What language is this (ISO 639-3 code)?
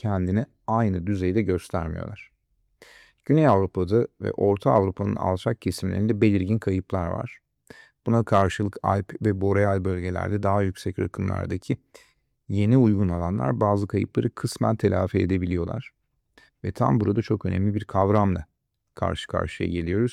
tur